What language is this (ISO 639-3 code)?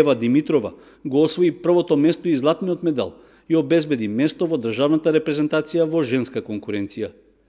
mkd